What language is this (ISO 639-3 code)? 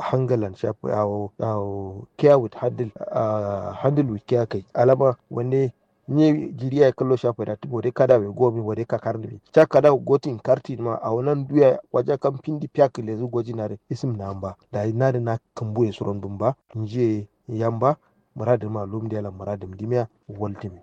kau